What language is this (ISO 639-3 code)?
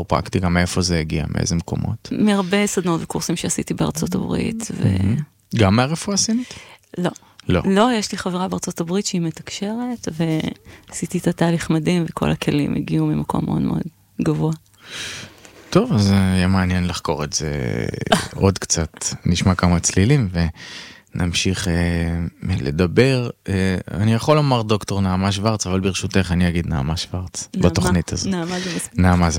heb